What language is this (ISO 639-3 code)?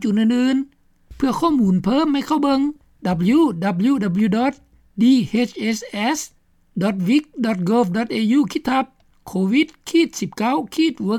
lao